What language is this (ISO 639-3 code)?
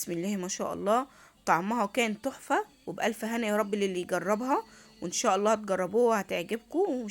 arz